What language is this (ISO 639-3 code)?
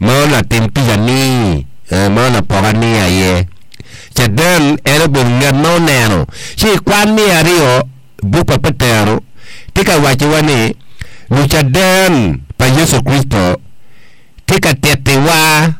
ach